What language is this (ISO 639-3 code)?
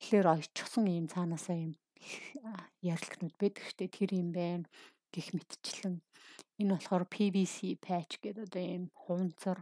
mon